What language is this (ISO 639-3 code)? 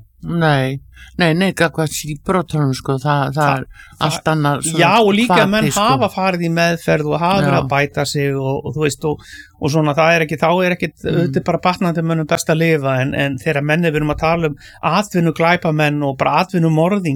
isl